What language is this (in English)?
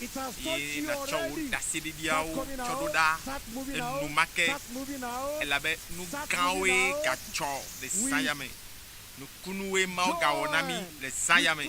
Ewe